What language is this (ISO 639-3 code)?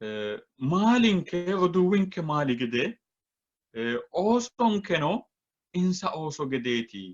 sid